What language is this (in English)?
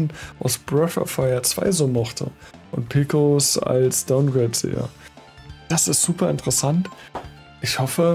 German